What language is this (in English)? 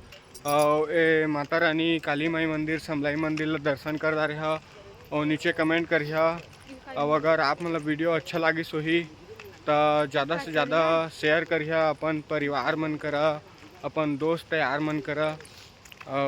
Chhattisgarhi